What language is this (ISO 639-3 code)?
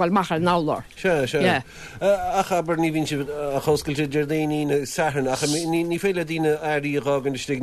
gle